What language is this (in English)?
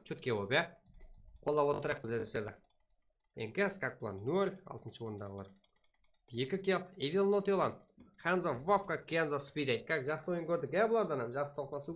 Kara-Kalpak